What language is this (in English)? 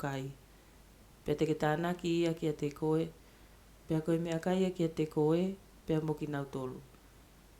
Tongan